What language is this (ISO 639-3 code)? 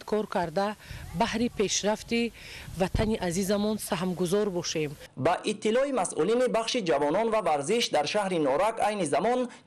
tgk